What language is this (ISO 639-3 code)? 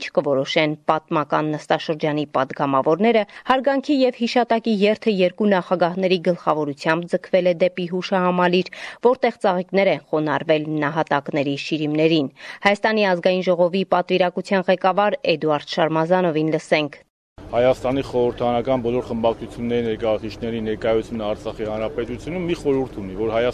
hye